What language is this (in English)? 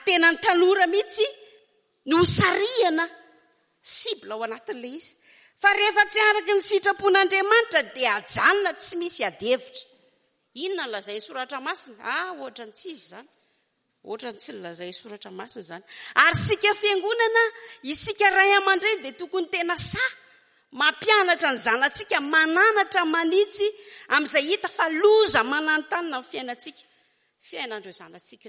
Malagasy